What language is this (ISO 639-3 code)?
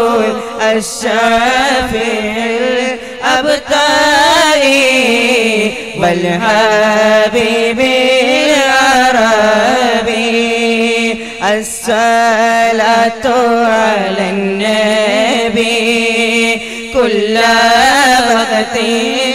mal